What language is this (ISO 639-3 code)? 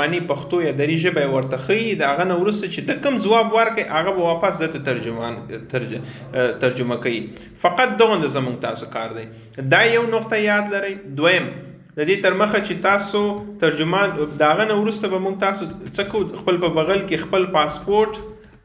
pus